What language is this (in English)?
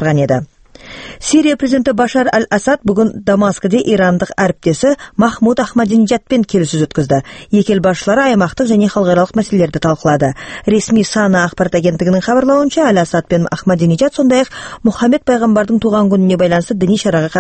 Kazakh